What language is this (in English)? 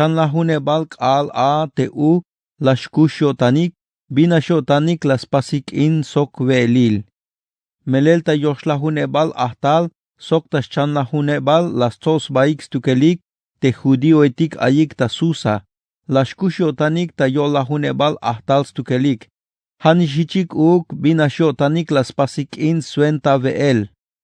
Tzeltal